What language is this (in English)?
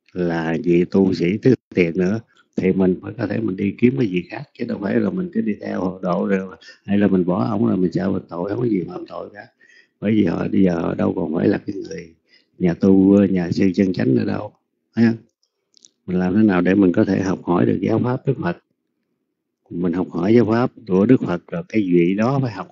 Vietnamese